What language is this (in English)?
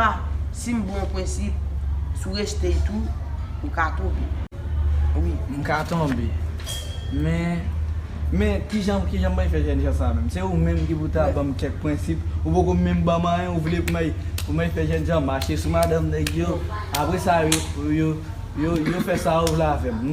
Haitian Creole